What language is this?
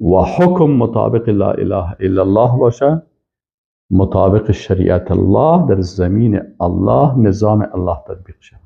Persian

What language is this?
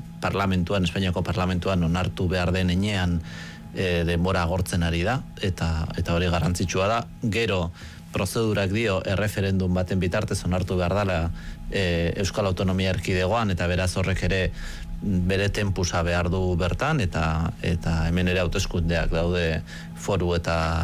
Basque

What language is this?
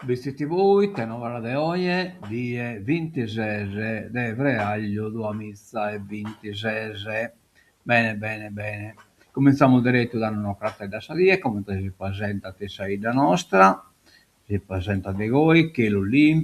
Sardinian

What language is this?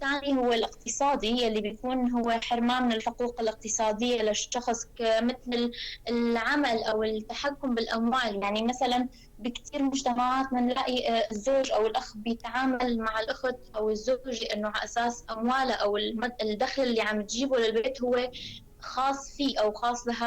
North Levantine Arabic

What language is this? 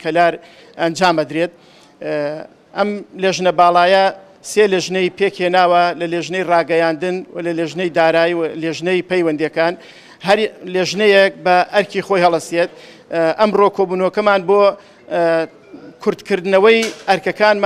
Central Kurdish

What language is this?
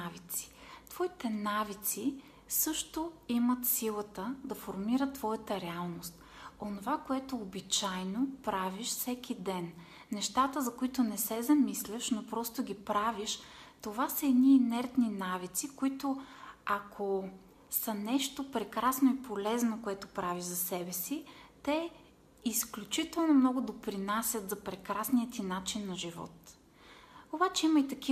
Bulgarian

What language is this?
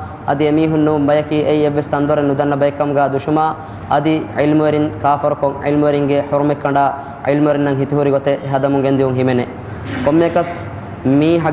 Divehi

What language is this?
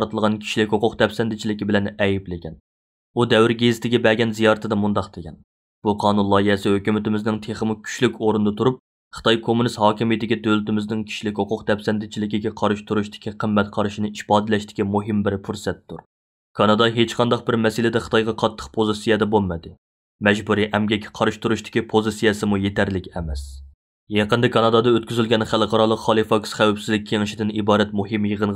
Uyghur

